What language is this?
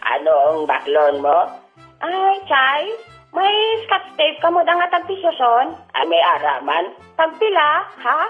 Hiligaynon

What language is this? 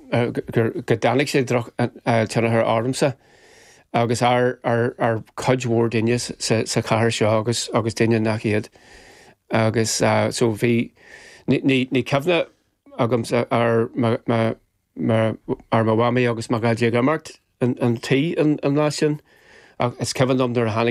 Irish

